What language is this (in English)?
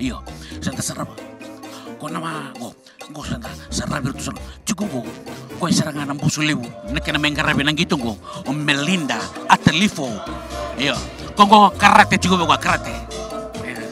Fijian